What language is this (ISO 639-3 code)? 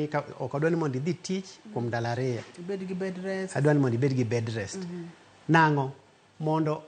luo